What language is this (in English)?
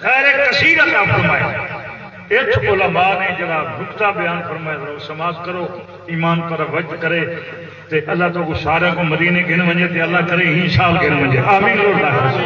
Saraiki